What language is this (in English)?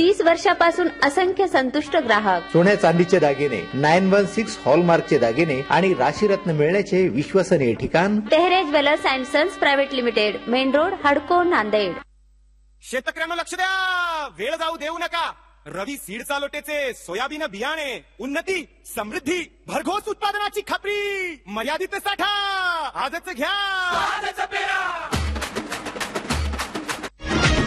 Marathi